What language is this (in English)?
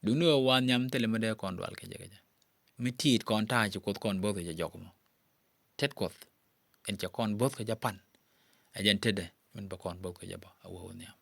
Nuer